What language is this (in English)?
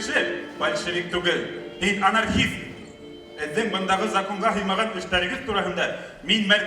Bashkir